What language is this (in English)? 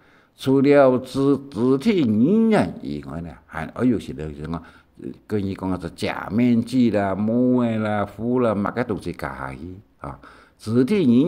Hakka Chinese